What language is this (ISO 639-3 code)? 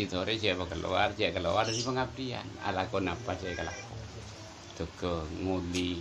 mad